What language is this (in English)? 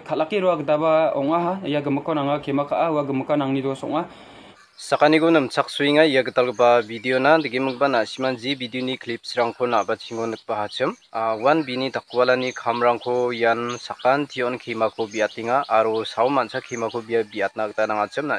Garo